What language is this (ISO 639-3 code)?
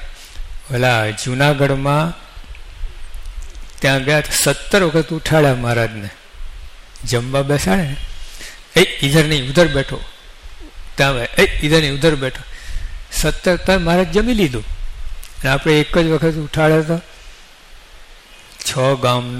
guj